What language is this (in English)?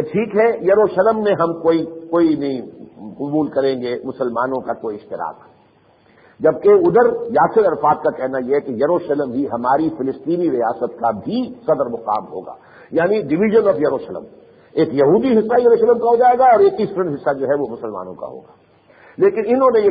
Urdu